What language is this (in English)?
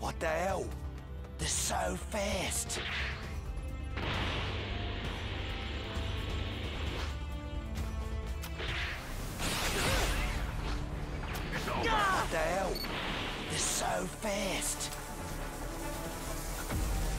English